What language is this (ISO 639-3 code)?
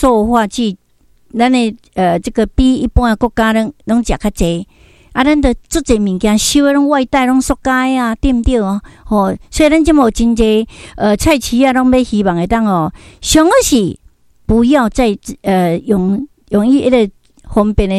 nan